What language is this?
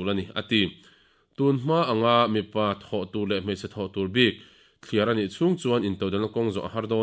Mizo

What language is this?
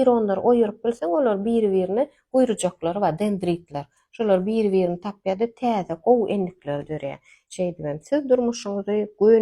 Turkmen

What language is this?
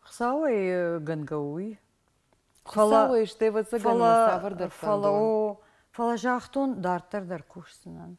Ossetic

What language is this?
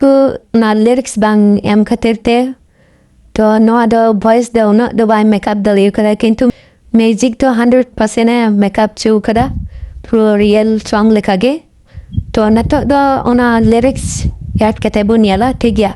Santali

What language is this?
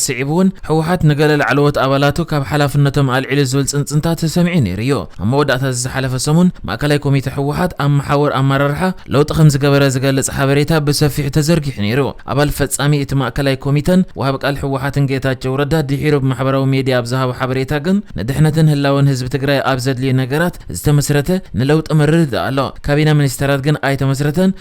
Tigrinya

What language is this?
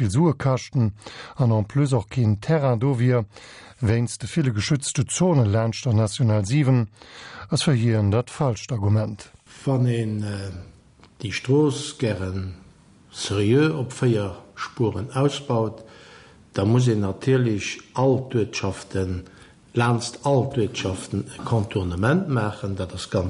Luxembourgish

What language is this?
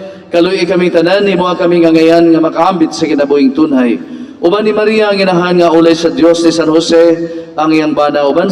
Cebuano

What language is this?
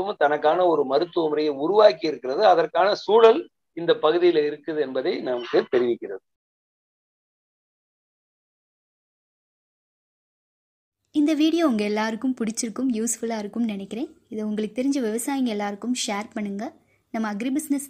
Tamil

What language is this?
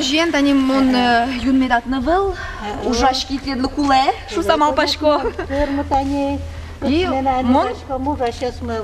Udmurt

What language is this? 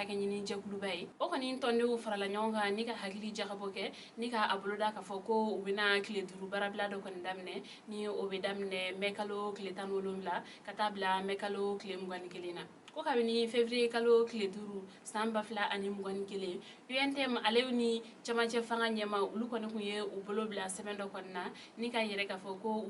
Bambara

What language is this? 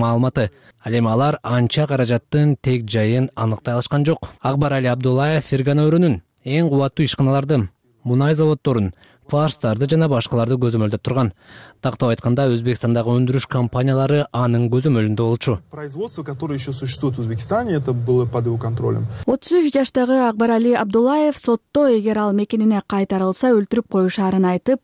Kyrgyz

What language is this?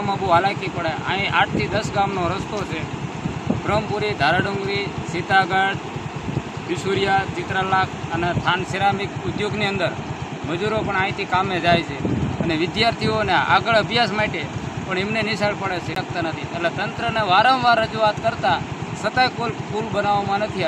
Gujarati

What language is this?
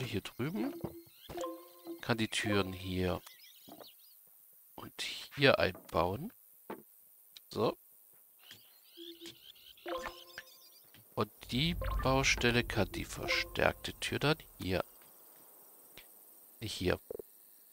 German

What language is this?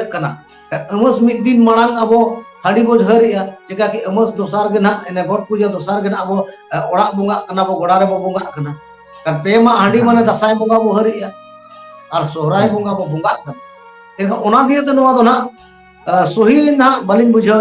Santali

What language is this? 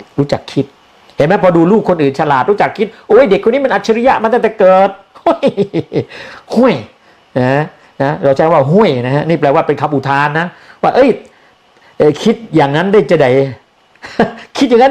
Thai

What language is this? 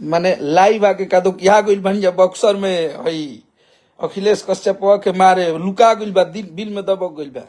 Bhojpuri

